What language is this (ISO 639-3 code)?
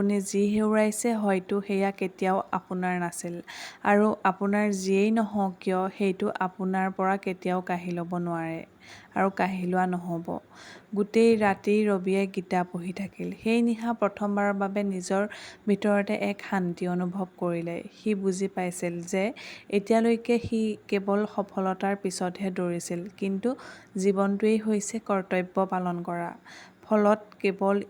asm